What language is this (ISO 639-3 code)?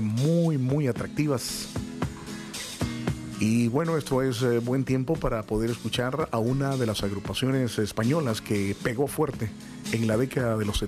spa